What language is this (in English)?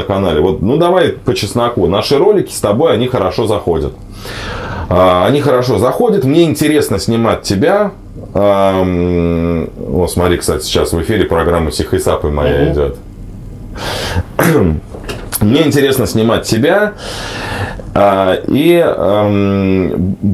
Russian